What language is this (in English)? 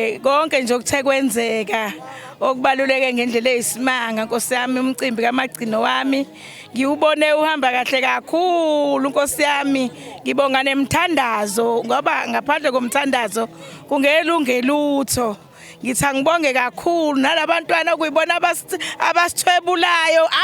Zulu